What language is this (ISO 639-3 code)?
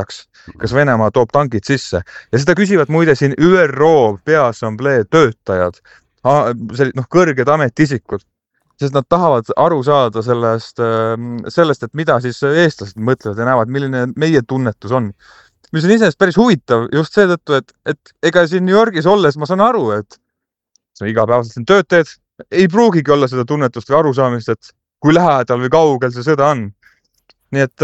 est